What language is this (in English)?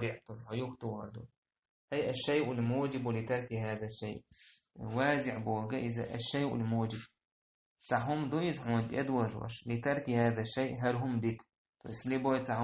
Chechen